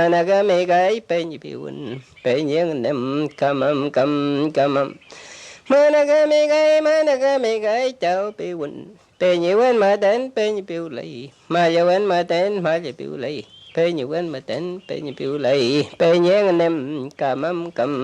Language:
Mapuche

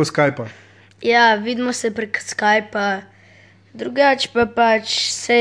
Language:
Slovenian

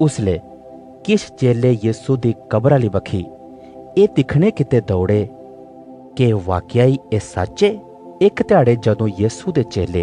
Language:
Dogri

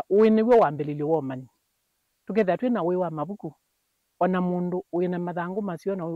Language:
Kamba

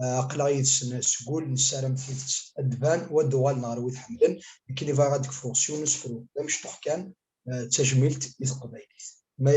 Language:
Kabyle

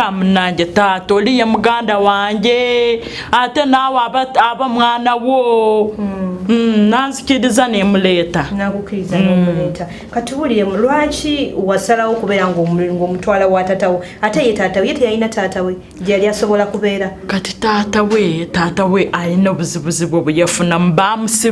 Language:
Ganda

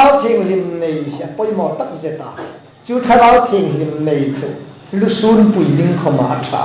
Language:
Hmar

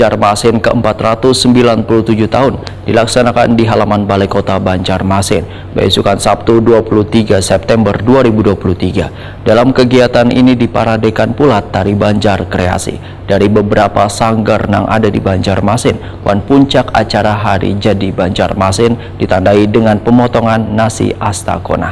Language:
Banjar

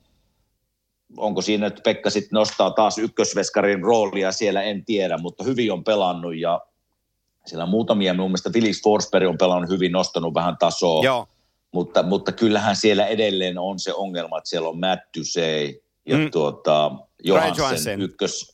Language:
Finnish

